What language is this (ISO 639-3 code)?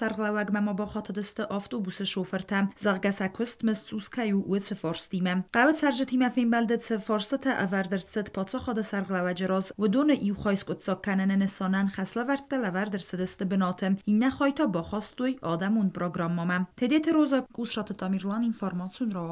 oss